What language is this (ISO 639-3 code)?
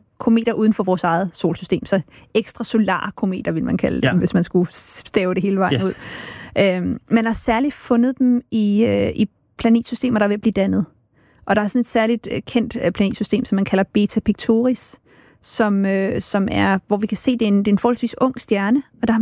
dan